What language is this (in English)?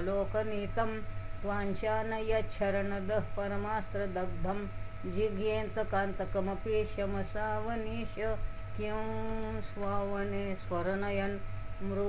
Sanskrit